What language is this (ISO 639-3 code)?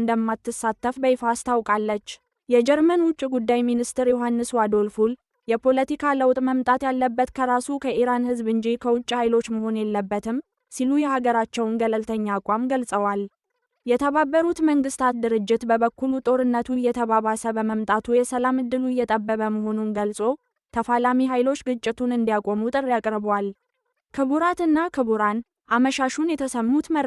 amh